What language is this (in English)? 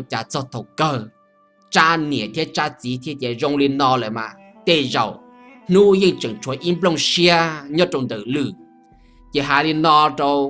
Hmong